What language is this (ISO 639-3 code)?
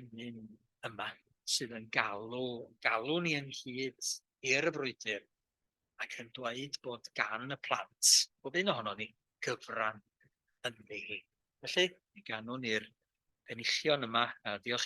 cym